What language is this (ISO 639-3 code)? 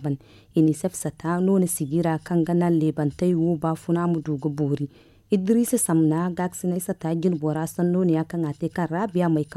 dje